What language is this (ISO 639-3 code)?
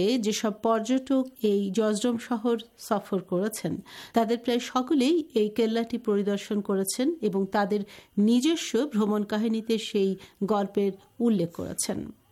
ben